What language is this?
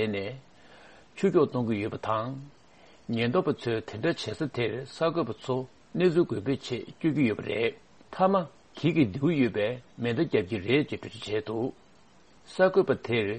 Tibetan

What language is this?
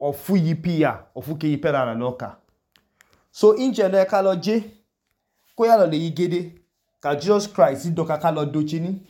Idoma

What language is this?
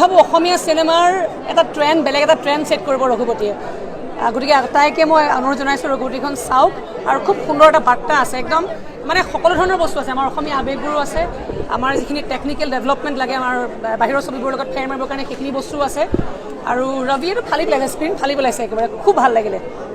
Assamese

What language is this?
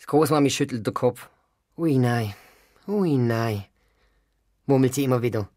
Swiss German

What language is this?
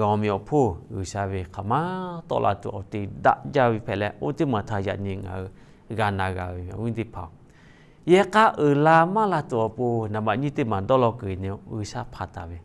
Lahu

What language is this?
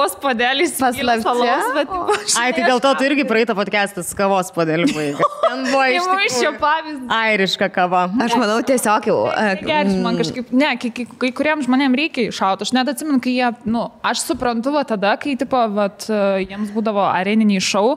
Lithuanian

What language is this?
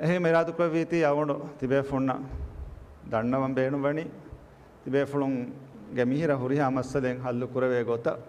Divehi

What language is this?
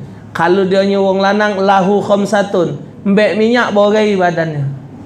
Musi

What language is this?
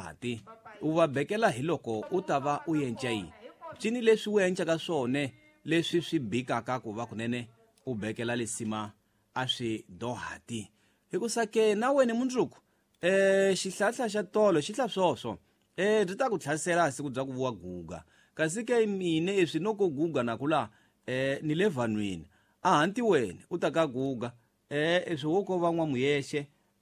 Tsonga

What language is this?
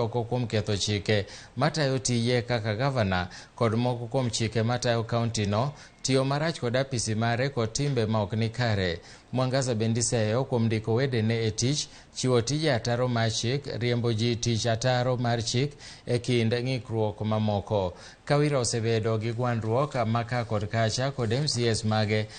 Luo (Kenya and Tanzania)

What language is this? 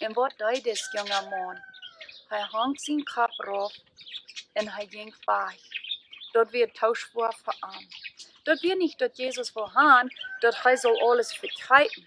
Plautdietsch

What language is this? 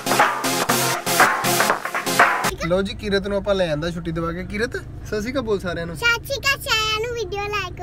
Punjabi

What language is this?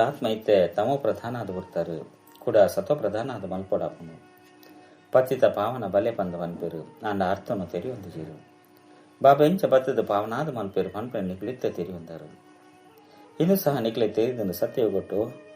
Tulu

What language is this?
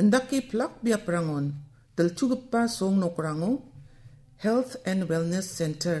Garo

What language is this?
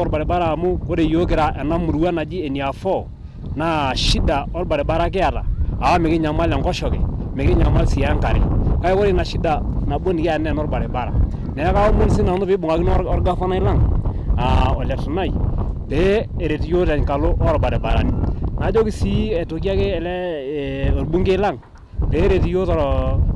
Masai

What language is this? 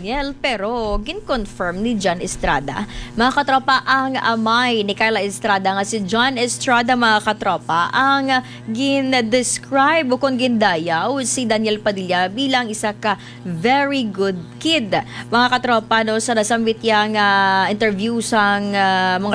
Hiligaynon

